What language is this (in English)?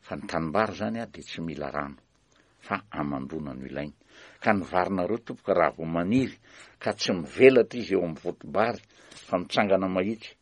Malagasy